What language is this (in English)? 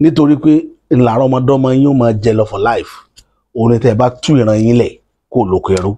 Yoruba